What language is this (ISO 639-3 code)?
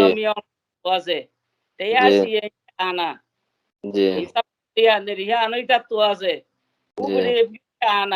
rhg